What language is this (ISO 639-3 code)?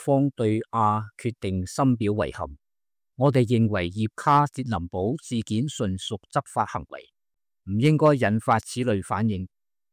yue